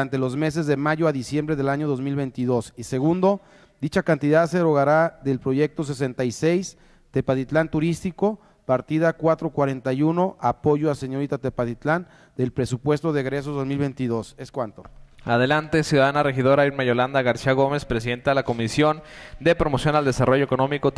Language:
Spanish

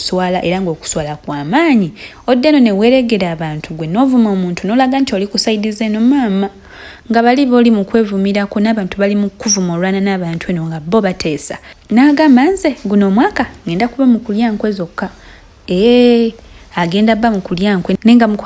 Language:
Ganda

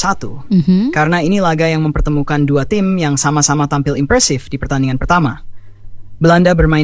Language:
Indonesian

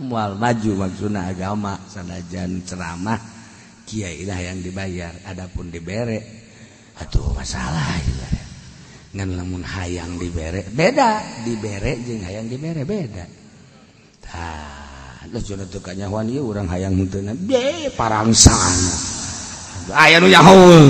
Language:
Sundanese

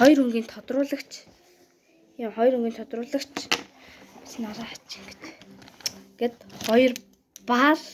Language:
Mongolian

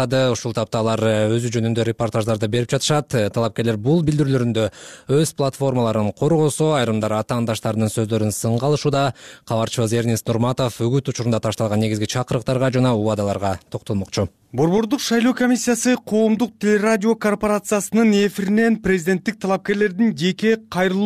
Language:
Kyrgyz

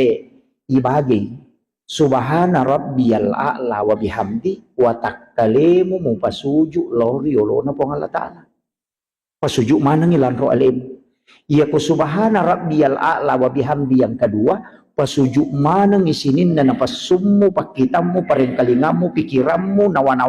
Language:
Buginese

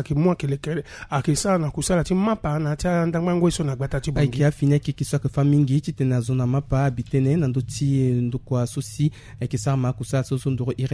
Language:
Sango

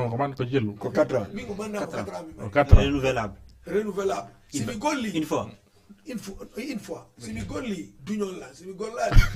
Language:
Fula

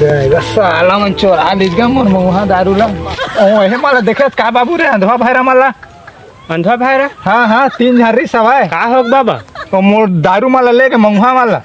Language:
Chhattisgarhi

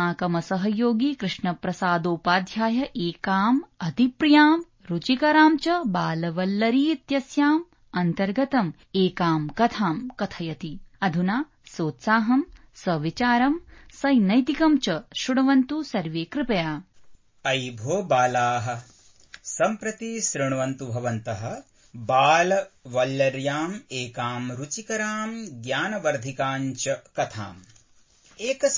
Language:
Sanskrit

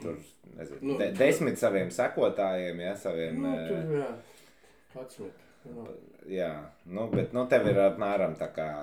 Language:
Latvian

